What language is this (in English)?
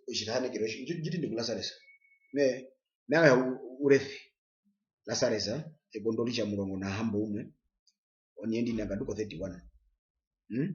Herero